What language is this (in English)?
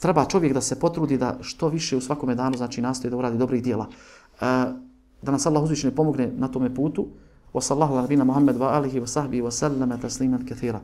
Bosnian